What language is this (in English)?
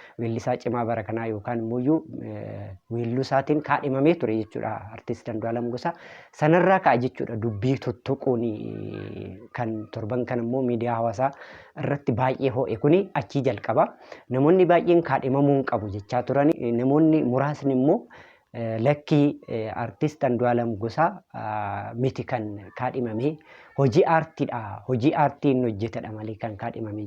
Oromo